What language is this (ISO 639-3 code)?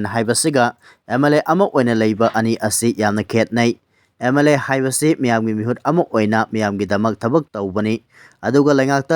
mni